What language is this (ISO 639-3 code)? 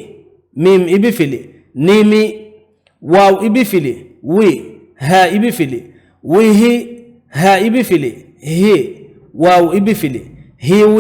div